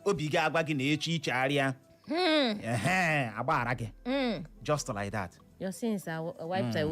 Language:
Igbo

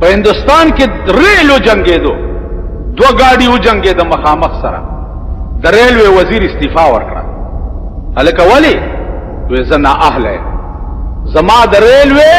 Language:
Pashto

